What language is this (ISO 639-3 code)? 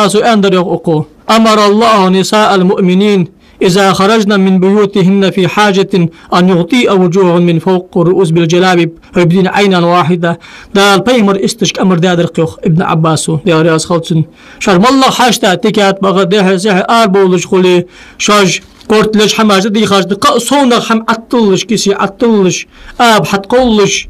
inh